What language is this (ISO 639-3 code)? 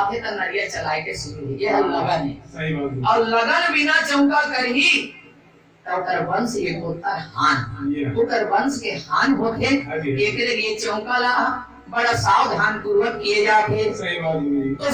hne